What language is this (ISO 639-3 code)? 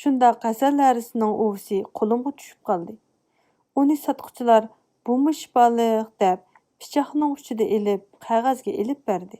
uig